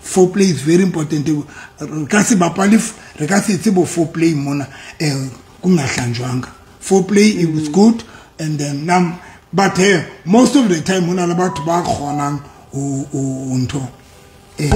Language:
Southern Sotho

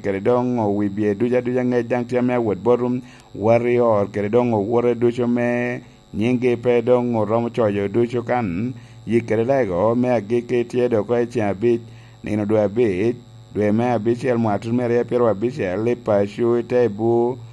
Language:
Lango (Uganda)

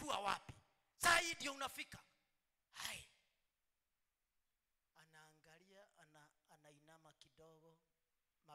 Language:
Swahili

